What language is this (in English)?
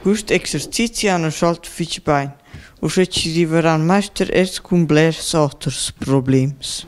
Romansh